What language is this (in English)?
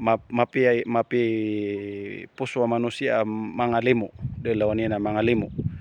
Maranao